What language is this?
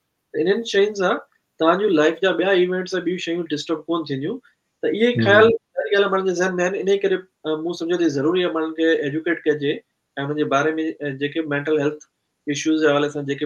Sindhi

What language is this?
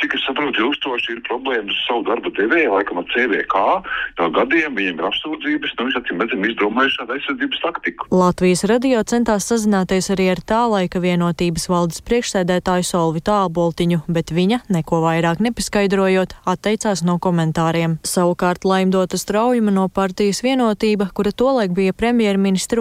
Latvian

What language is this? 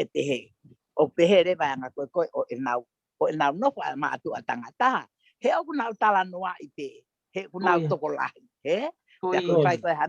Tongan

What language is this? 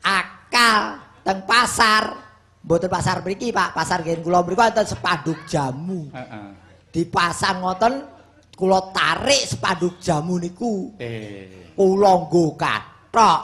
Javanese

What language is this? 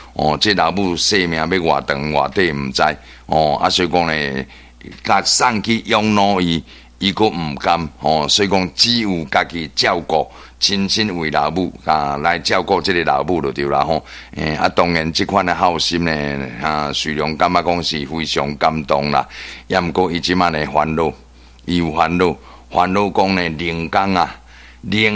Min Nan Chinese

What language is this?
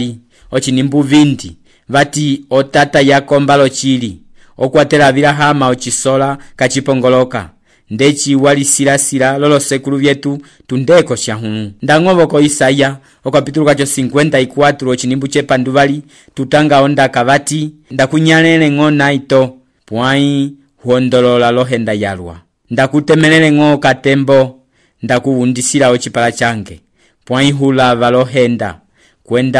Umbundu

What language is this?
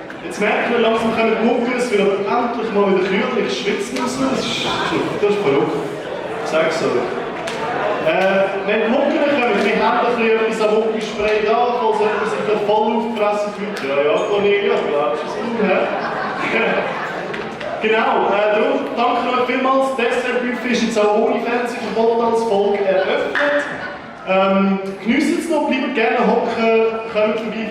Swiss German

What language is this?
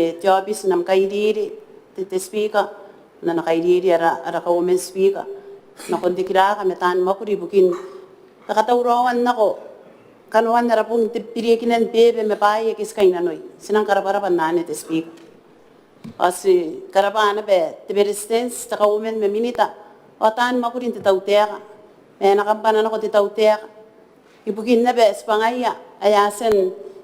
Gilbertese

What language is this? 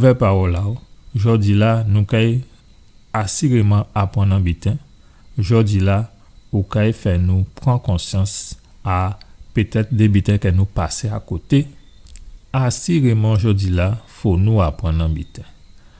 Guadeloupean Creole French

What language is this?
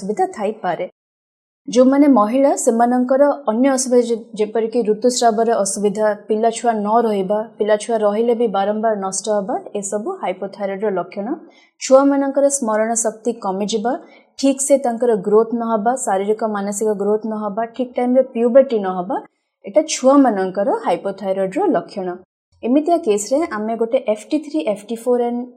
Odia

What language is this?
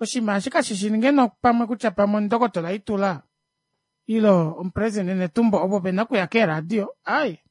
Kuanyama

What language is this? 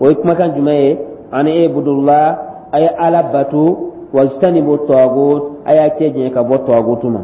Dyula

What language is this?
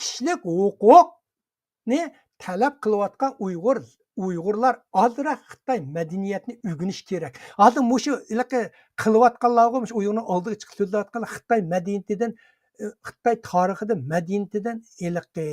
Uyghur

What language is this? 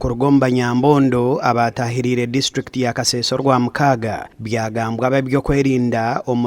Nyankole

